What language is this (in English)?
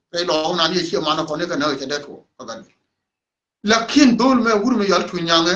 Nuer